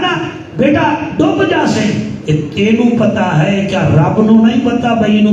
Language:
Saraiki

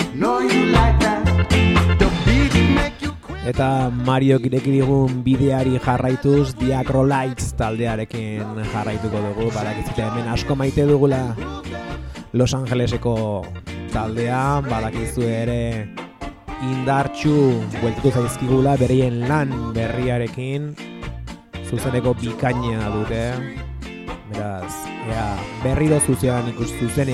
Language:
Basque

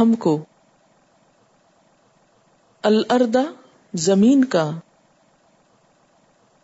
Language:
Urdu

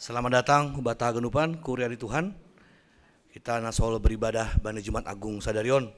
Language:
Batak Simalungun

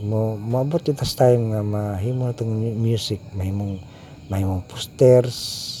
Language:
Cebuano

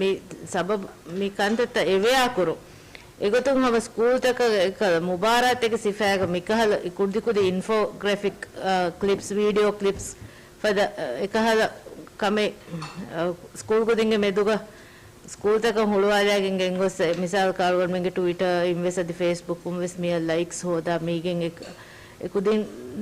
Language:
Divehi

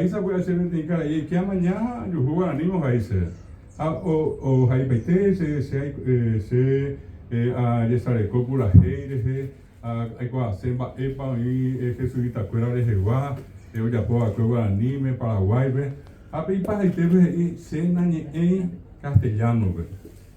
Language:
Guarani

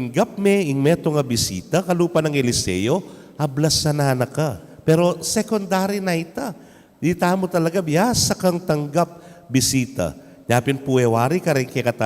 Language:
Pampanga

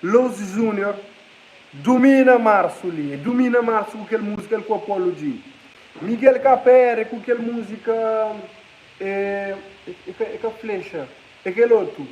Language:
Kabuverdianu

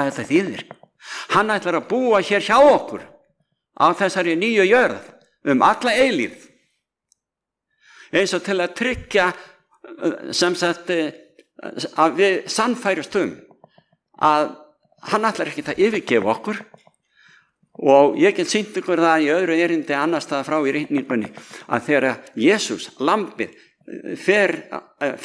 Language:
Icelandic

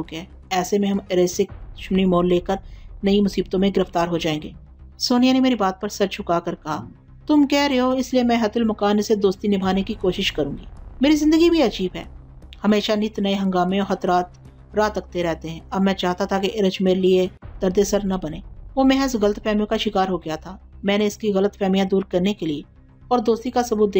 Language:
Urdu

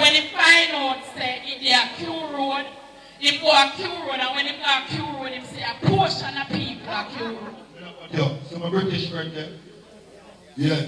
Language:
Jamaican Creole English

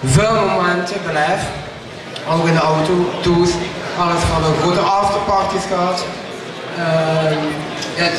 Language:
Limburgish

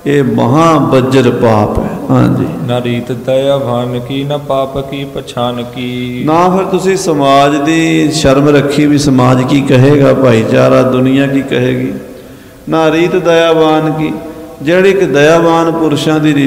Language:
Punjabi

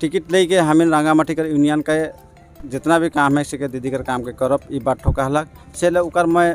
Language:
Sadri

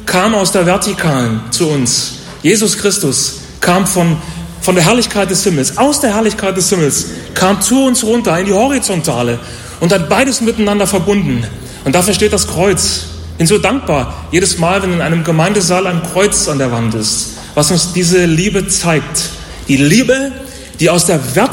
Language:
German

